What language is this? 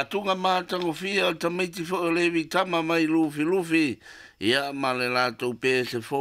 Samoan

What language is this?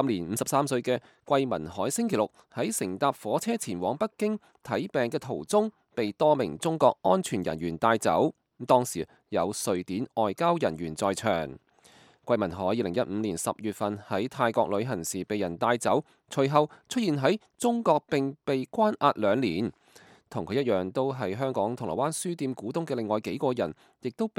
Cantonese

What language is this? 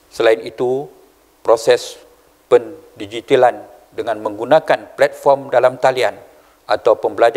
Malay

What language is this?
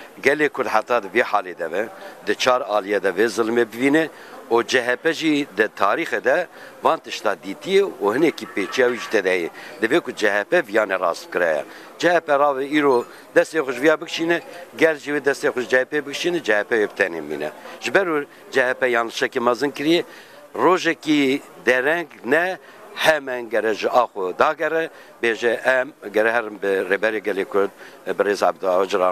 Kurdish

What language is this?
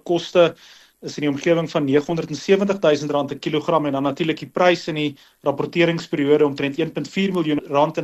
Afrikaans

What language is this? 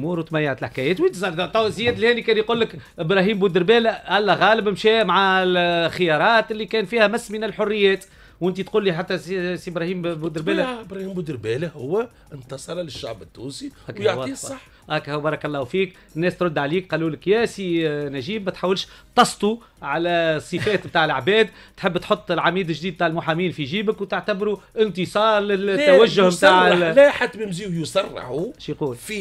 Tunisian Arabic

